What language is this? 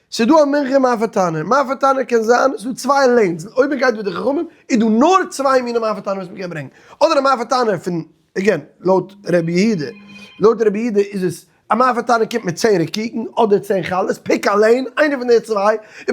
Yiddish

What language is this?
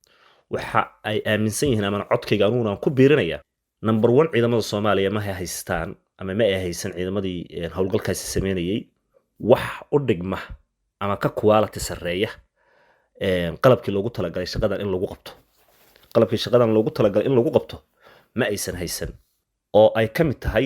Somali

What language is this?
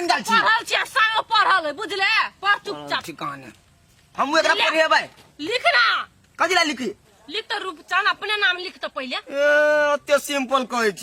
Maithili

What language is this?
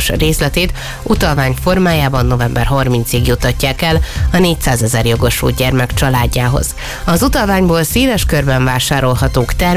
Hungarian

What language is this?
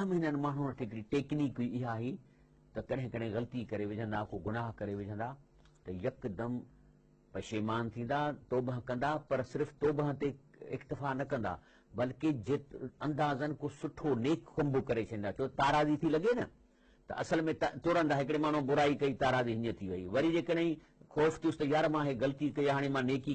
Sindhi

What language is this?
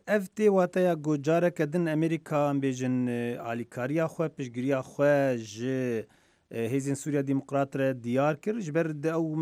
Kurdish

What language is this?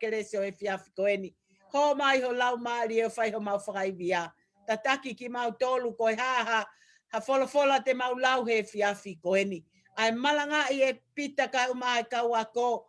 Tongan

